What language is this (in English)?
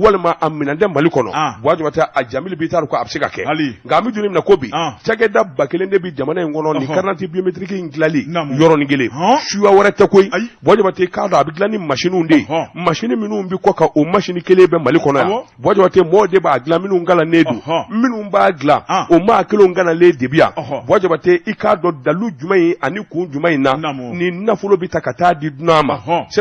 Bambara